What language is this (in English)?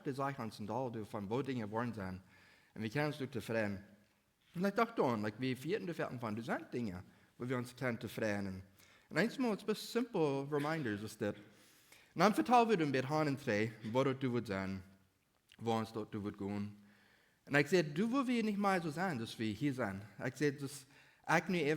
Plautdietsch